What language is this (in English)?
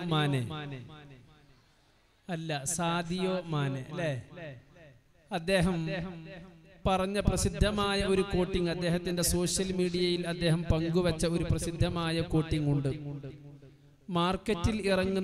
Malayalam